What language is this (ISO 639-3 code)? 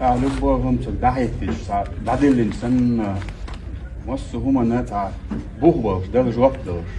che